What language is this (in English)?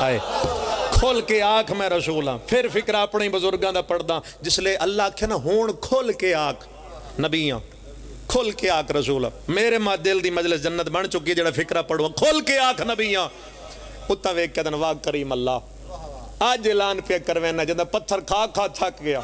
Pahari-Potwari